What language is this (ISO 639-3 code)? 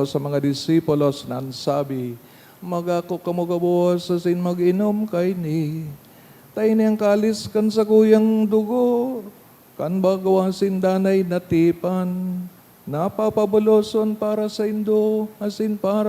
bik